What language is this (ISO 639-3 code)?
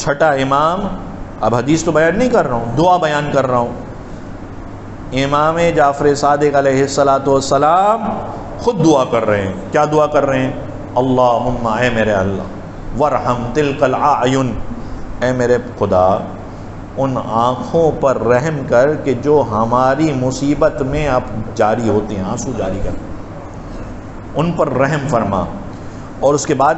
urd